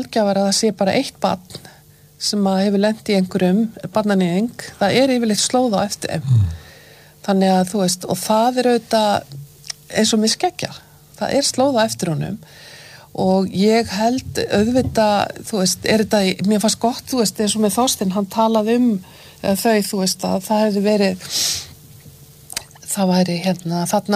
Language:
Icelandic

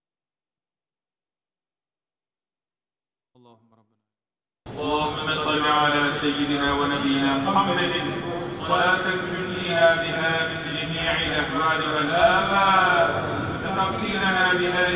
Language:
Arabic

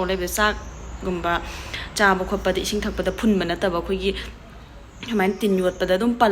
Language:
Manipuri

